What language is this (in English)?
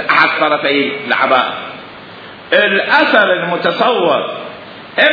Mesopotamian Arabic